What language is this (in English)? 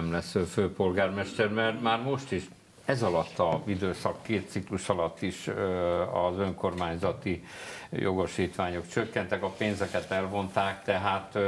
Hungarian